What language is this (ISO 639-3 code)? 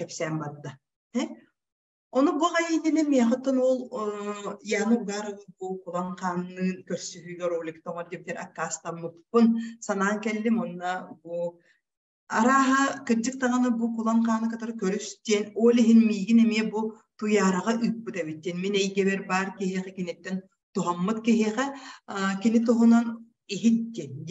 sah